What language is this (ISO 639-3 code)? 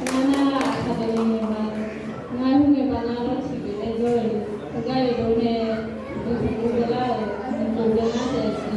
ahk